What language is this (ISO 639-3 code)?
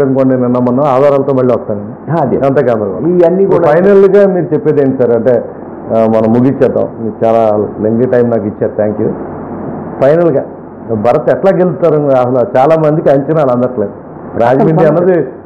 tel